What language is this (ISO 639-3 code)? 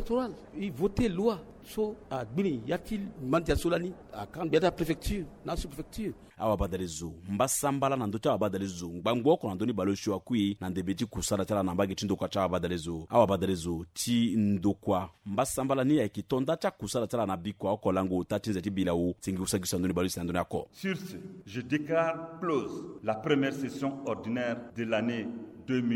sag